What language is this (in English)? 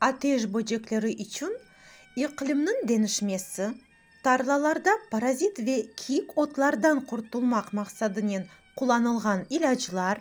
Crimean Tatar